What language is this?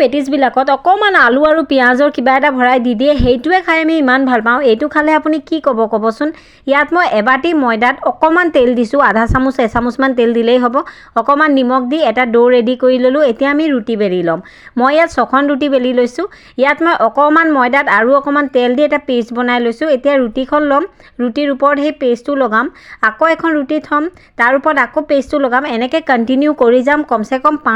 Assamese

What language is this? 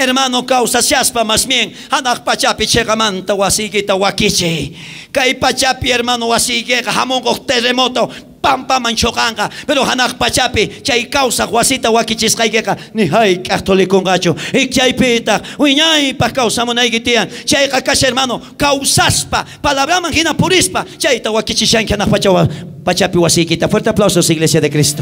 South Bolivian Quechua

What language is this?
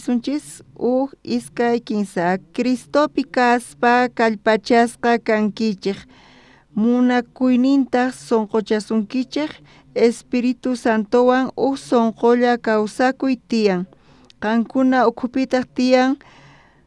South Bolivian Quechua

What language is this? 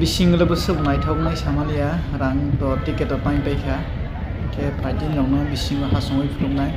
Kok Borok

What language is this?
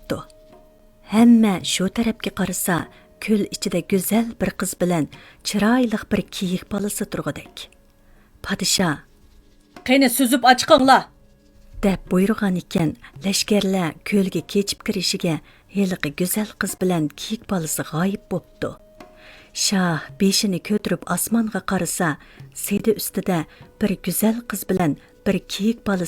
Uyghur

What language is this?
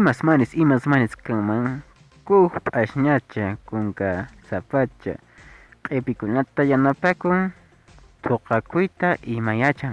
Quechua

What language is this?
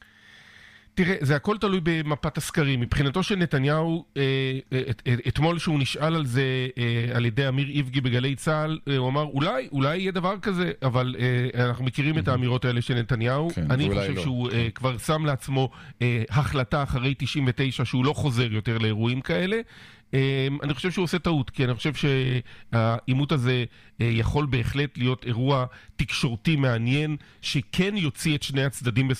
Hebrew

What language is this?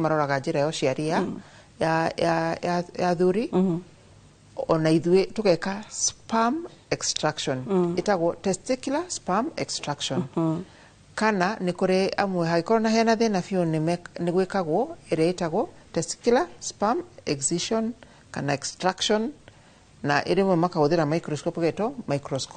Kikuyu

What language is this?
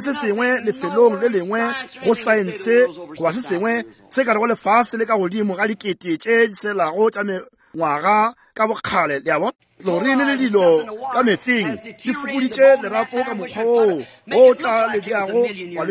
Northern Sotho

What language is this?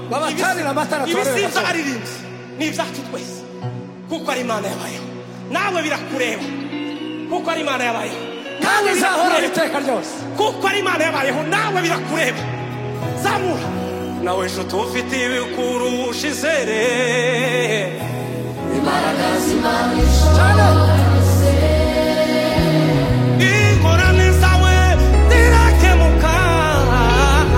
Kinyarwanda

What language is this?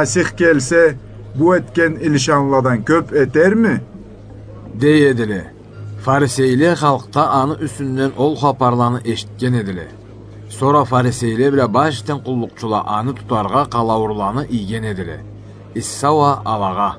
Karachay-Balkar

